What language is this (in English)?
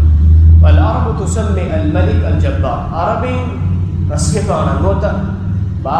Divehi